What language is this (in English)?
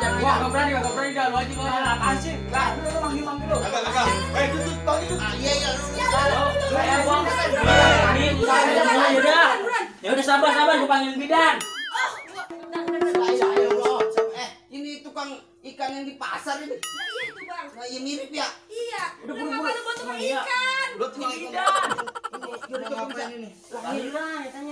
Betawi